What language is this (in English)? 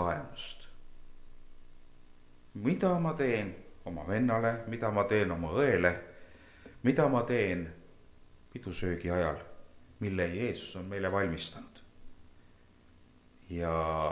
Estonian